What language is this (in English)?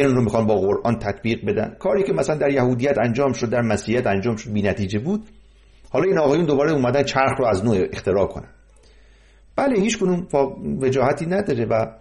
Persian